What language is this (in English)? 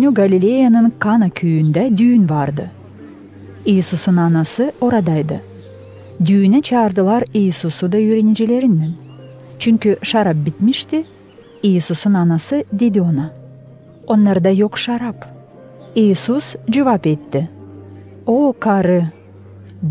Gagauz